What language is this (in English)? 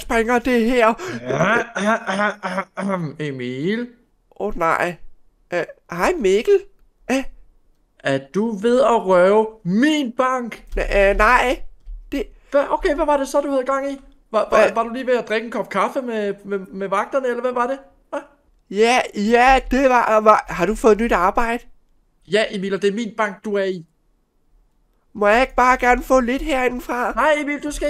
Danish